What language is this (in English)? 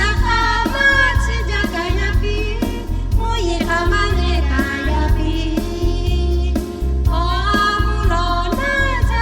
Lahu